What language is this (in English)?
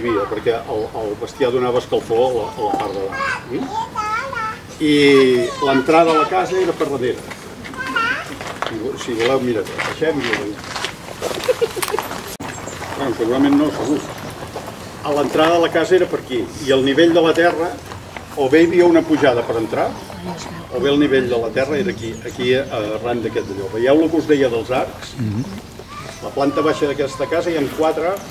Catalan